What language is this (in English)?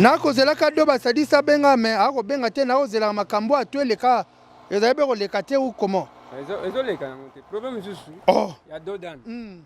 Lingala